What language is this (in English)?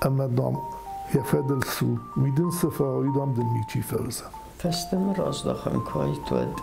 Ossetic